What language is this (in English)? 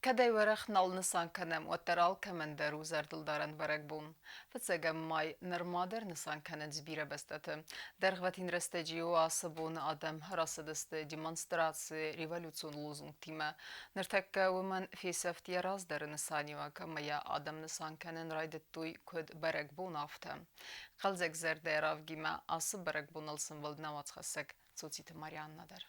Ossetic